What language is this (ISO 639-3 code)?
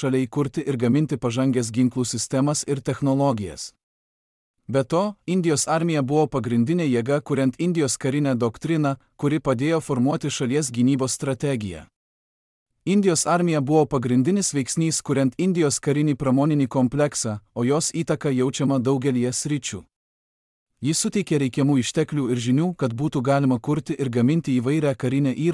lit